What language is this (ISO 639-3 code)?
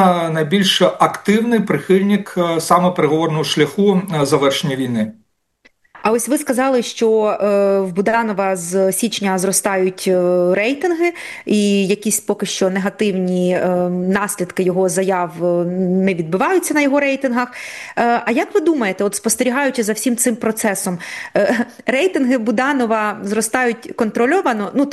ukr